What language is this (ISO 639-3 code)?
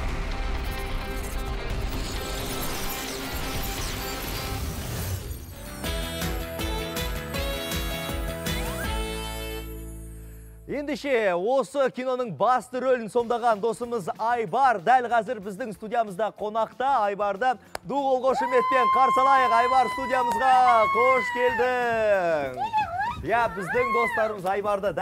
kaz